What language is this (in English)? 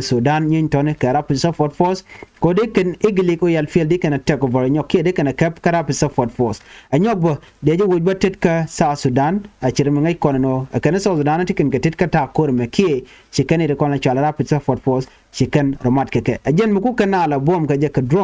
Nuer